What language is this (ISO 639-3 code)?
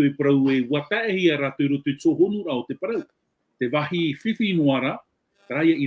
tah